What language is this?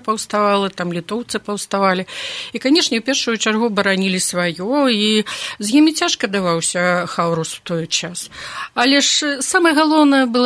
Belarusian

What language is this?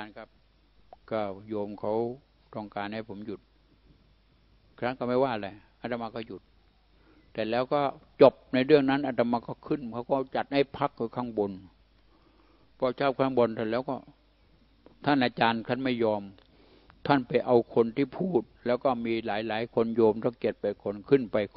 Thai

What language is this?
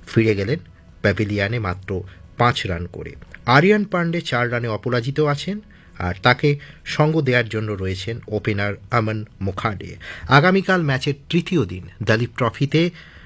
Bangla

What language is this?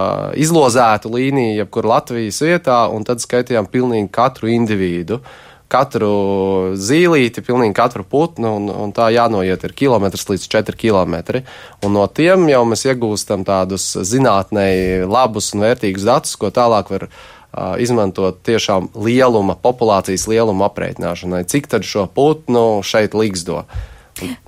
Latvian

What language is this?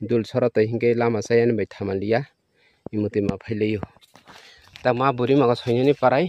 Kok Borok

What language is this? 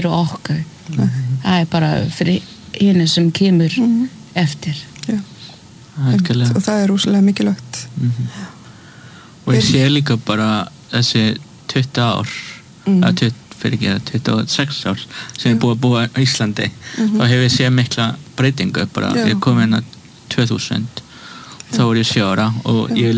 Icelandic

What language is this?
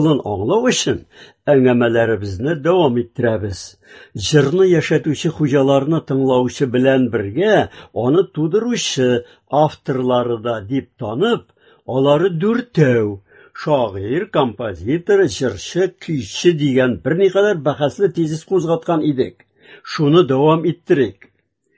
Tatar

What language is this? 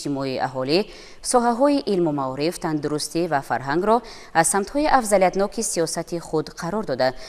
Tajik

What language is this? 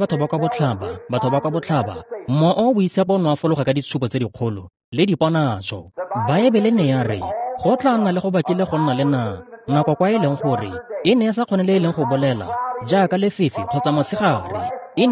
Tswana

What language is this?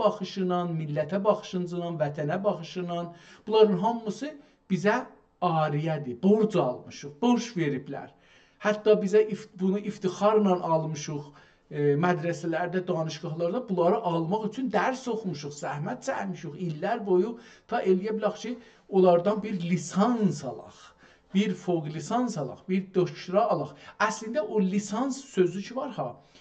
South Azerbaijani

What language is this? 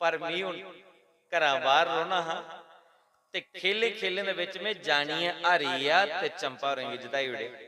Dogri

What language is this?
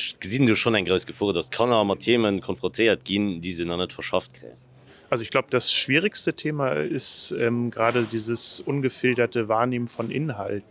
Luxembourgish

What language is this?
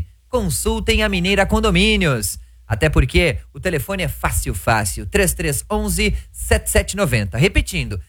Portuguese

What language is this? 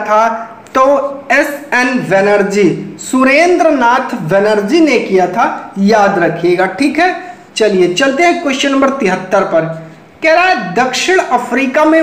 Hindi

